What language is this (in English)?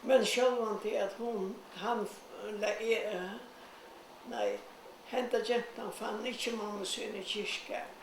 Faroese